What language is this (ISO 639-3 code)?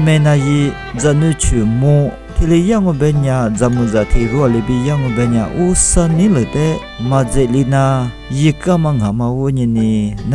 lis